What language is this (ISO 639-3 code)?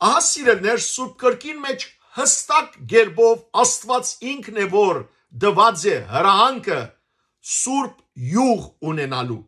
hyw